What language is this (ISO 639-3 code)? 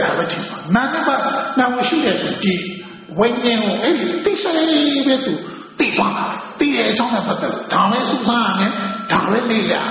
mya